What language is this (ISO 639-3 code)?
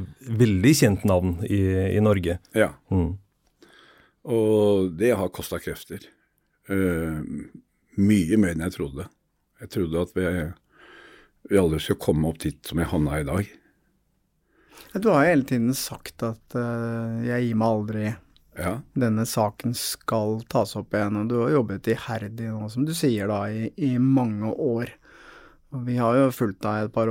nor